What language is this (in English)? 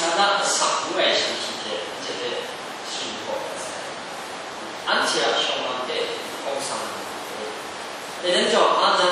Kachin